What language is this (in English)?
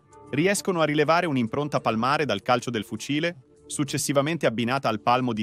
Italian